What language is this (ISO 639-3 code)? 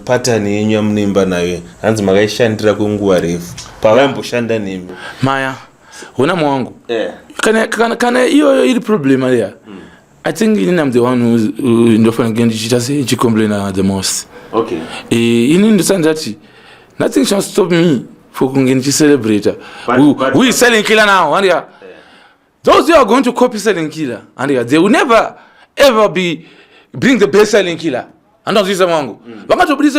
sna